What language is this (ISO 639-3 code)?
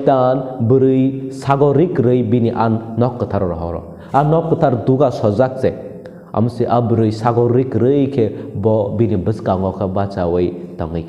trp